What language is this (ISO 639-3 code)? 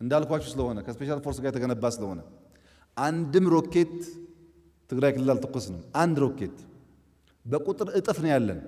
amh